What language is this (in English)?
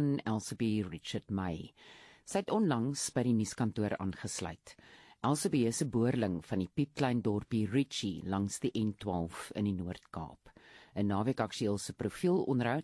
Afrikaans